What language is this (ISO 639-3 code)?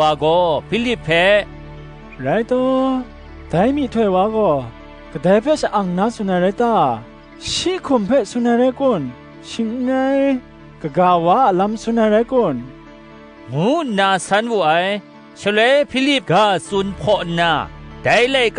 kac